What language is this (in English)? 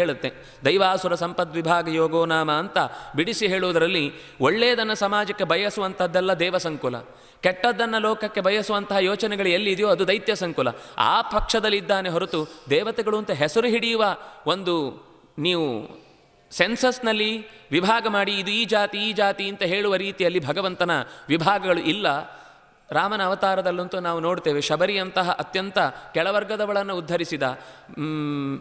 Kannada